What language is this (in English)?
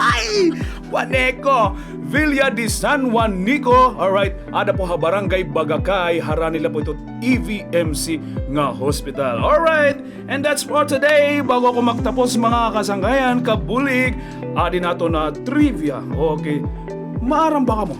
Waray